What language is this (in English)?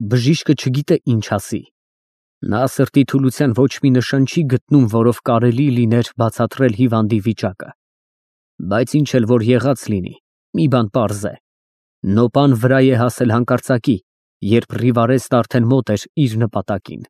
Armenian